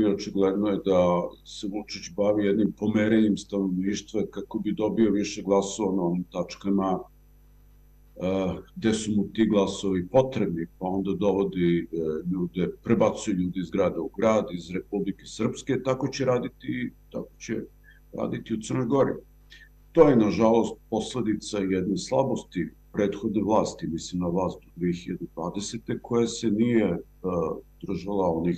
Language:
Serbian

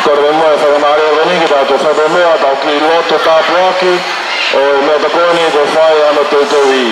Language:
Tongan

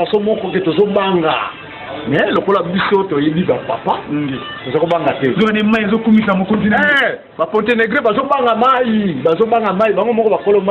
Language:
Lingala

